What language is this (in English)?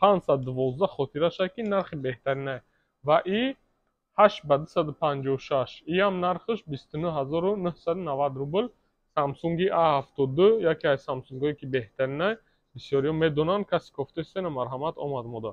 Tajik